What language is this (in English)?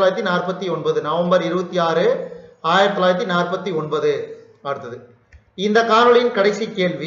Tamil